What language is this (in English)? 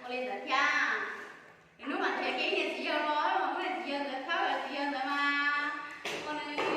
Hmong